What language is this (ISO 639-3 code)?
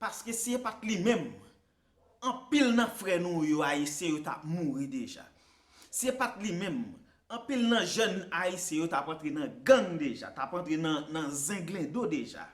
hat